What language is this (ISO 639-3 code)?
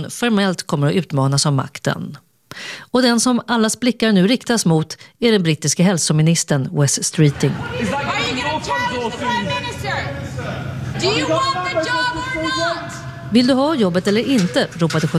swe